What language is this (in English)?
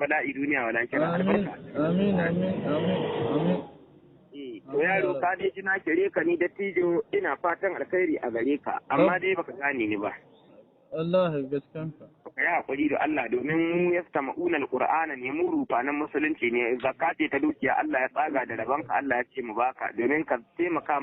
Hausa